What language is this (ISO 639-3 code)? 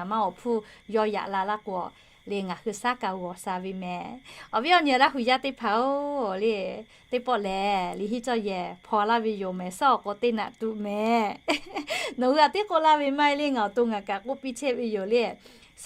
lhu